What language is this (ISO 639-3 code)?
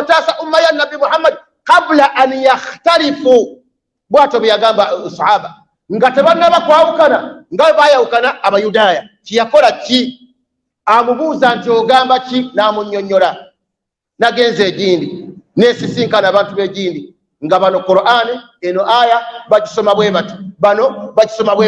lug